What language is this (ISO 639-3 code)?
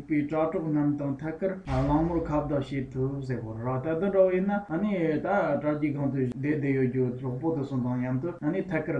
bod